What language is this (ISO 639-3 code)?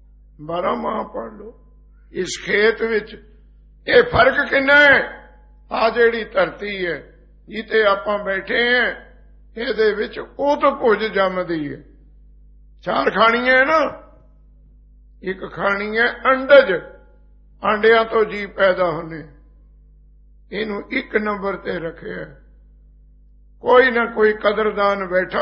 pan